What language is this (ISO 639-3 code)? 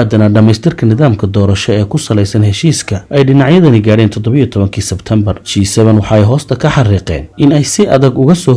som